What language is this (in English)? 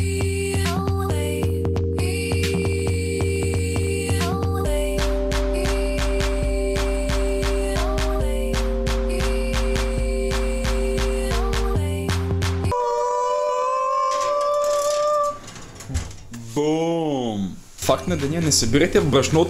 Bulgarian